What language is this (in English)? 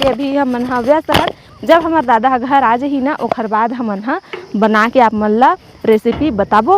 Chhattisgarhi